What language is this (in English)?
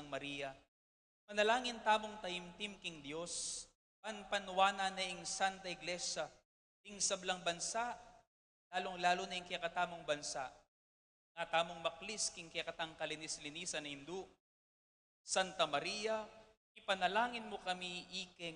Pampanga